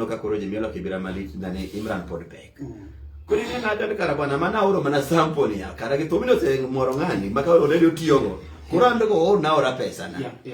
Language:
Luo (Kenya and Tanzania)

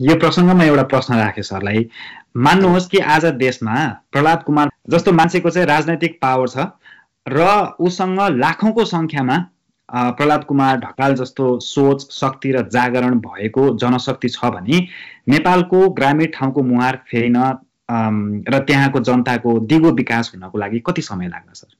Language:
Nepali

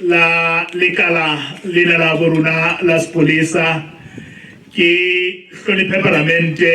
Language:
Southern Sotho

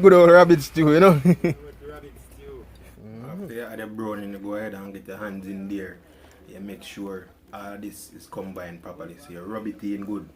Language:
Jamaican Creole English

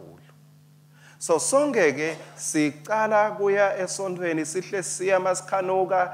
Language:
Swati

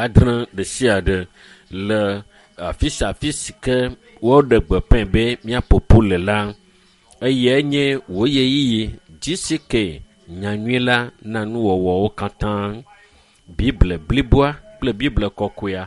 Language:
Ewe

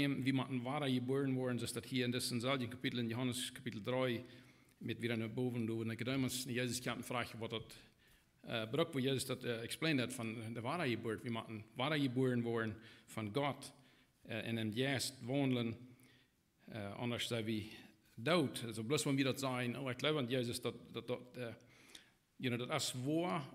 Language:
Plautdietsch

